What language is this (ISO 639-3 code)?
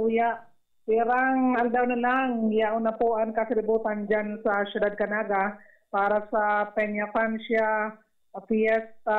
bik